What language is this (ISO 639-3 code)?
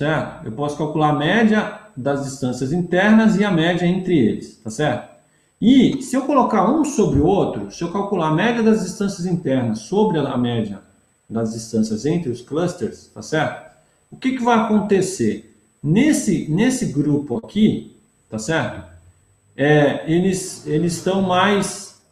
por